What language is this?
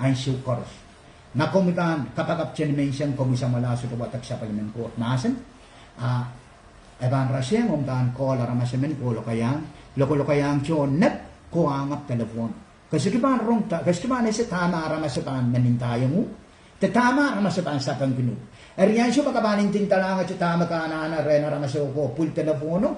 Pohnpeian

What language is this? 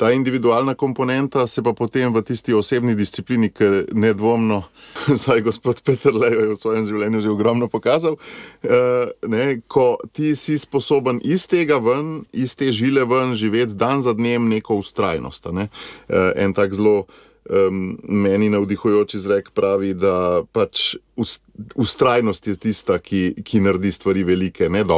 Slovenian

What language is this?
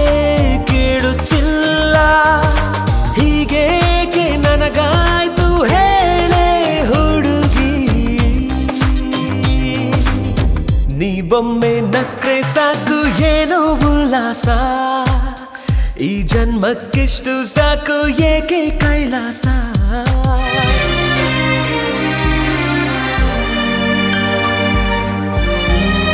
Kannada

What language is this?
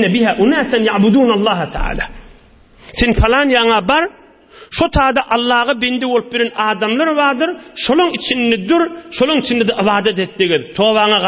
Turkmen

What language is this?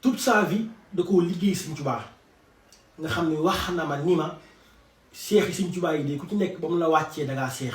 Wolof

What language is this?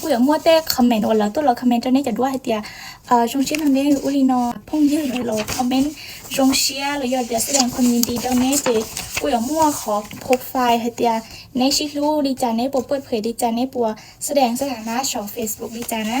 Hmong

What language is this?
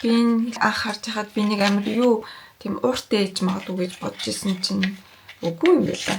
Mongolian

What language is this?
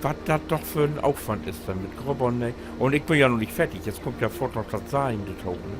Low German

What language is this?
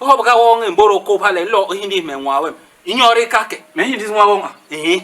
Basaa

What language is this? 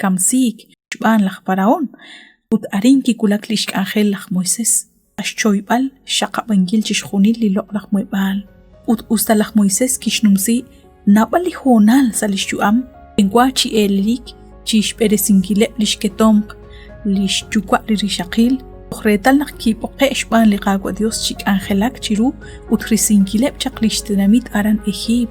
Kekchí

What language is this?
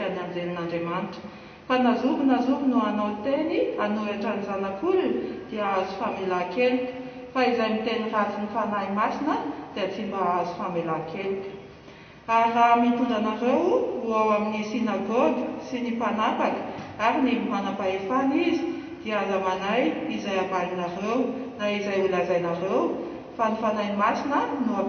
Malagasy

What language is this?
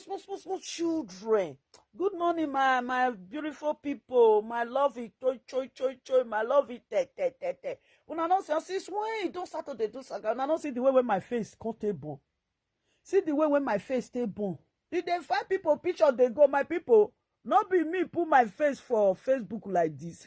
Nigerian Pidgin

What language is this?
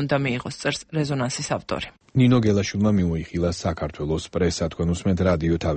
Georgian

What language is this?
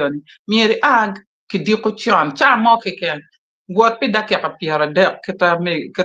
Acoli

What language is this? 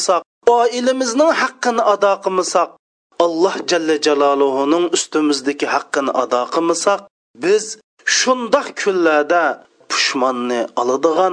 Uyghur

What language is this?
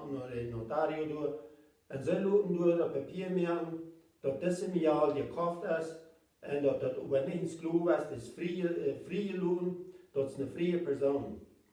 Plautdietsch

